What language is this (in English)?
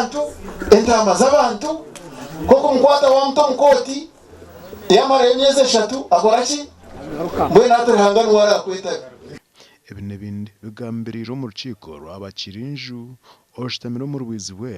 Nyankole